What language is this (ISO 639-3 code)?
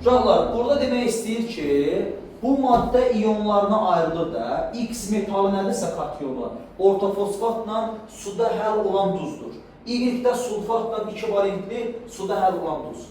aze